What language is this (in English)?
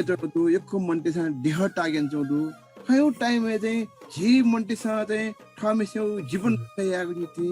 Newari